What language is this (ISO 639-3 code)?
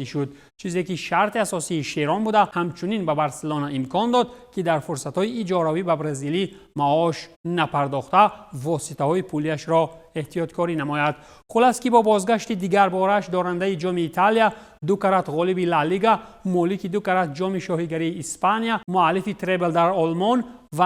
tgk